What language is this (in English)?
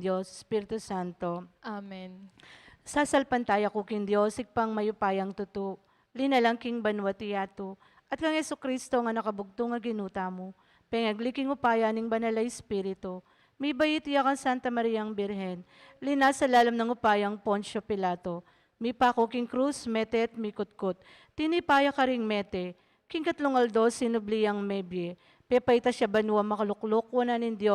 Pampanga